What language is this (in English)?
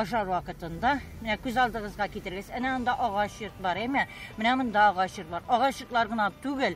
Tatar